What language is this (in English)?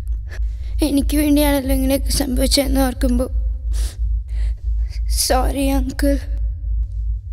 Malayalam